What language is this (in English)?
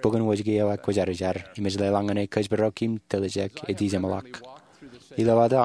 Marshallese